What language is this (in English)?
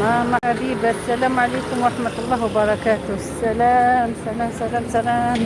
Algerian Arabic